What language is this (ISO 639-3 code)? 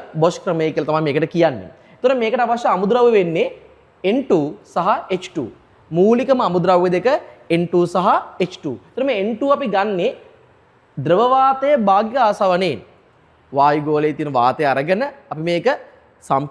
sin